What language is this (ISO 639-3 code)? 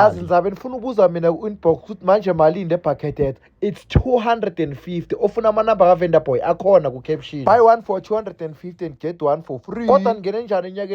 zul